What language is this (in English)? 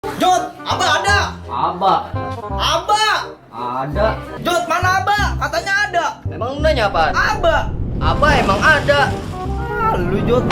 Betawi